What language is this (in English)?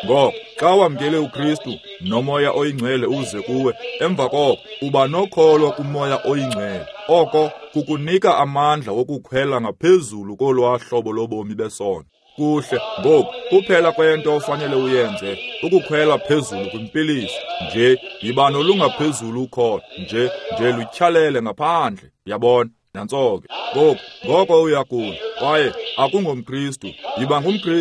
Xhosa